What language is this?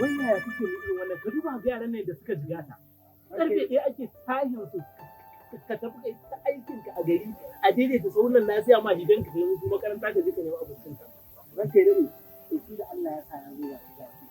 Hausa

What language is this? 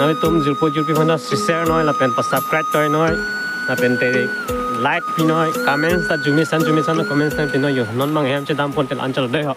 Karbi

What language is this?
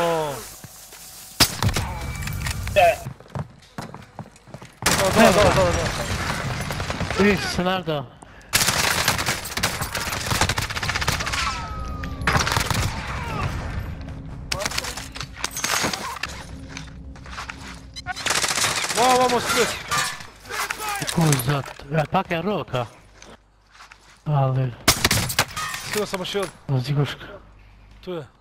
Croatian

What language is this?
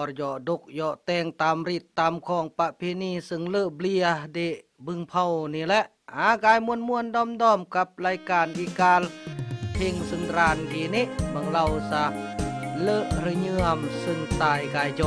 Khmu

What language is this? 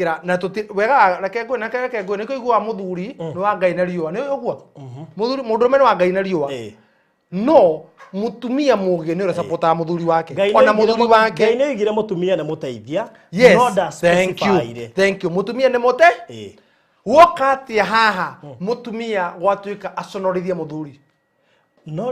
Kikuyu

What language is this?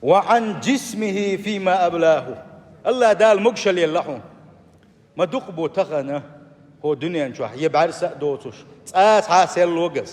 Chechen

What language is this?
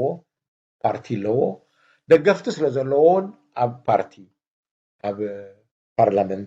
Tigrinya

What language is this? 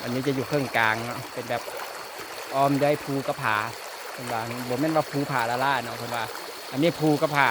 Lao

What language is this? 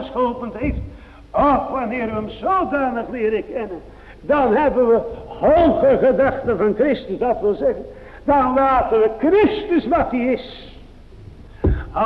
Dutch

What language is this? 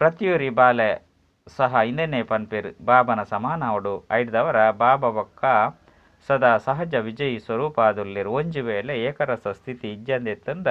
Tulu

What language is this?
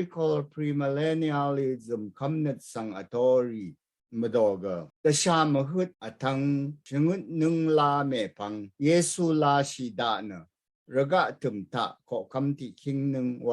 Rawang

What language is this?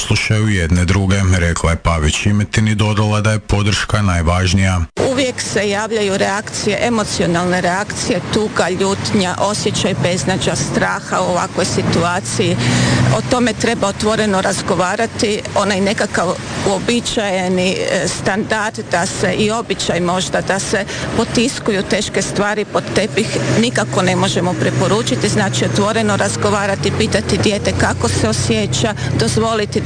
Croatian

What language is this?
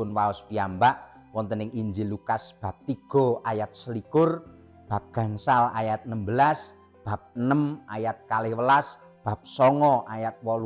Javanese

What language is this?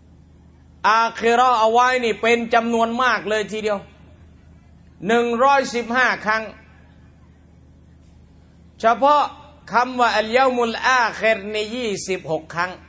Thai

